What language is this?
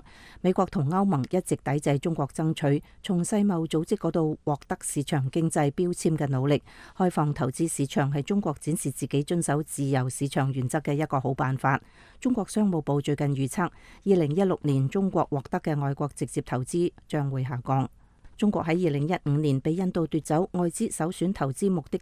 Cantonese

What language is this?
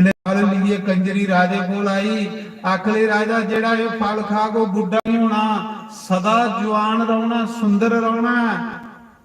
Dogri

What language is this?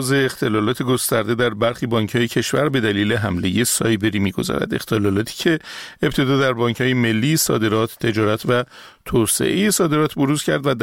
Persian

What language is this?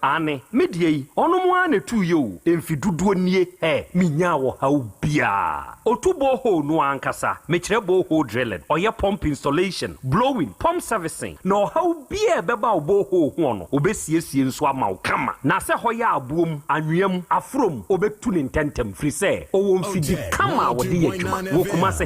Akan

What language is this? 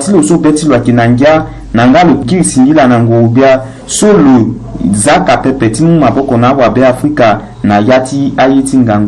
Sango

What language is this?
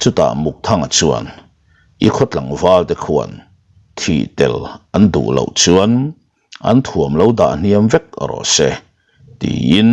Mizo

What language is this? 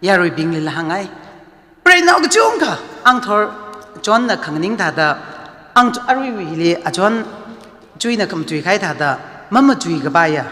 Tangkhul Naga (India)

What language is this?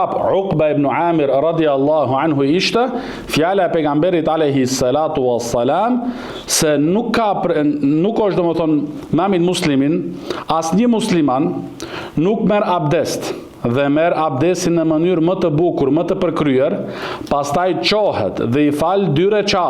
Albanian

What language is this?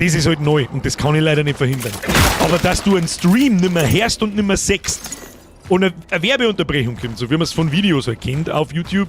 Bavarian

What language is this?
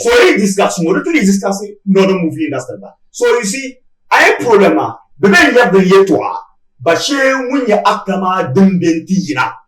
Dagbani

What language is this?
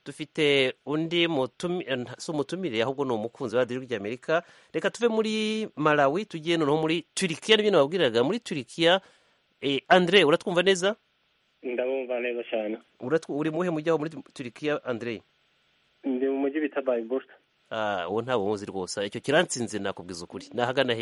Kinyarwanda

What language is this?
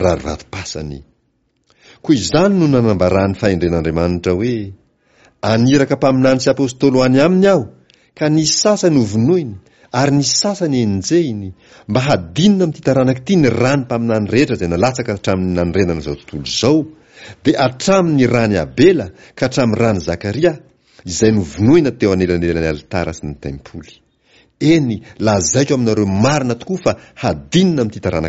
Malagasy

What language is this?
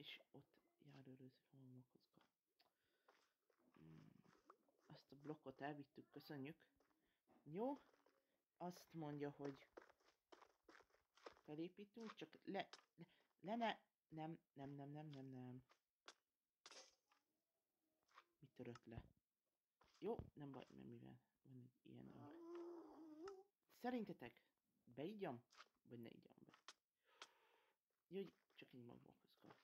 Hungarian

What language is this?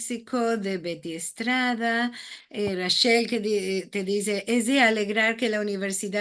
Ladino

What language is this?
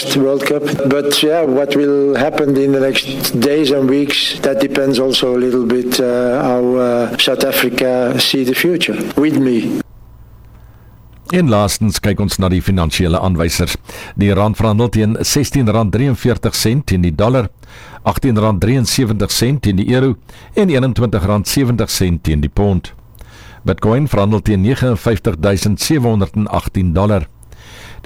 Afrikaans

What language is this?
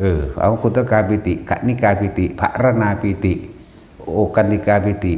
Northeastern Thai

